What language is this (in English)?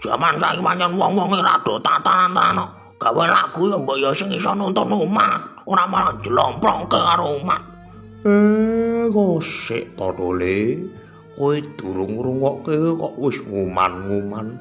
Javanese